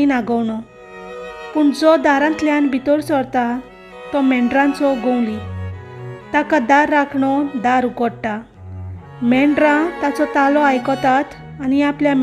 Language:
Konkani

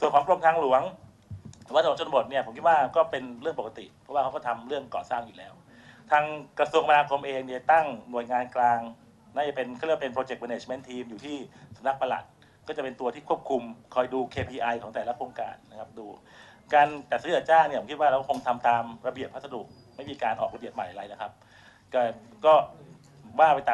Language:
Thai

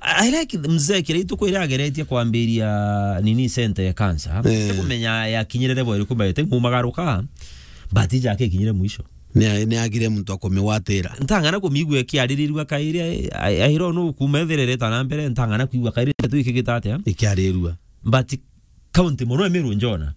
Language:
Meru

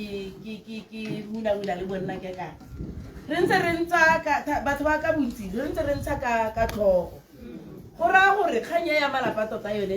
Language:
Tswana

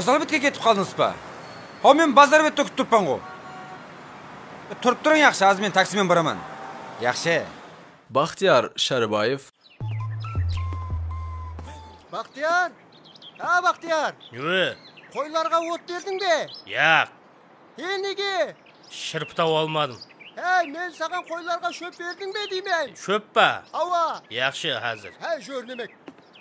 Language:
Kazakh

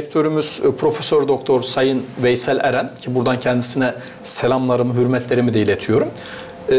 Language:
Gagauz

